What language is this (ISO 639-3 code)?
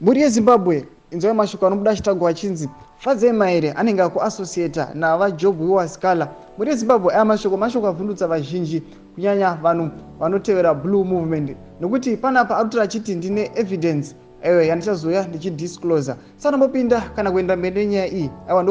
sna